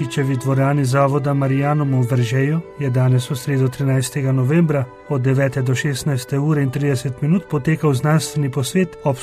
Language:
Slovenian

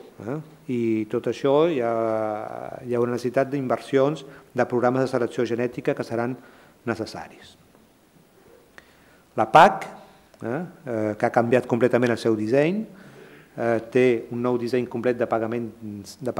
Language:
Catalan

